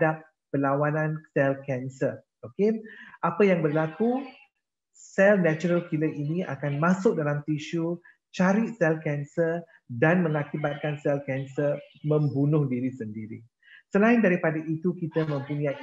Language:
Malay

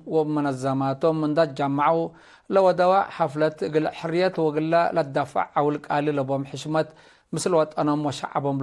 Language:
Tigre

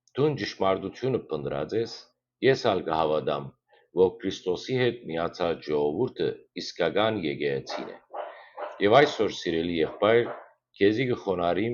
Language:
Western Armenian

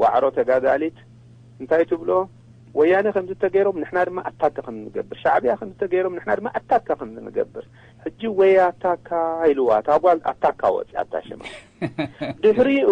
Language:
Tigrinya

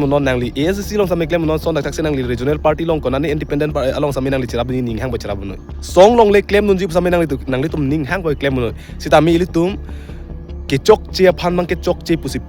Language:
Karbi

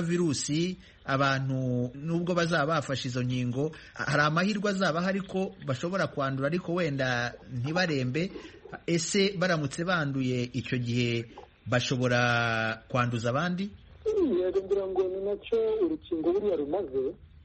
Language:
Kinyarwanda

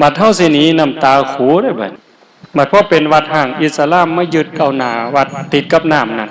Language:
Northeastern Thai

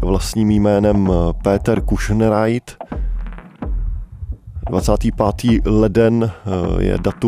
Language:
Czech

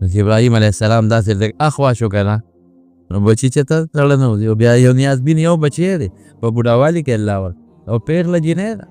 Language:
Pashto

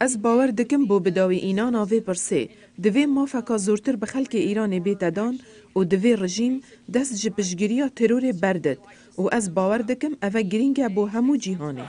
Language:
Kurdish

